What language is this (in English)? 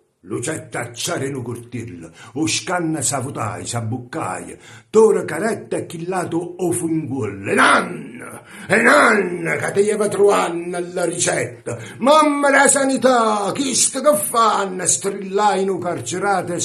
Neapolitan